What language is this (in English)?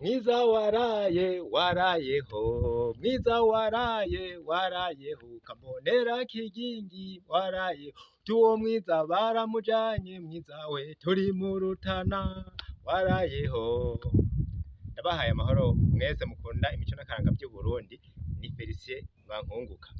Rundi